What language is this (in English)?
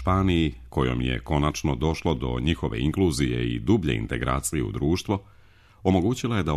Serbian